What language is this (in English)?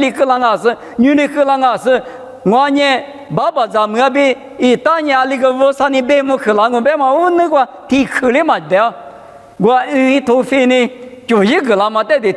Lisu